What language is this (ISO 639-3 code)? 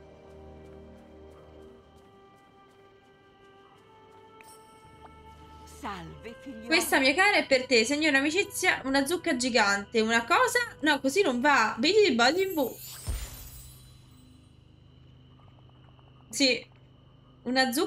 ita